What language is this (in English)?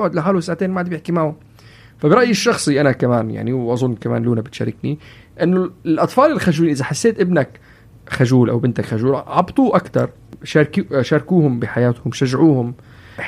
North Levantine Arabic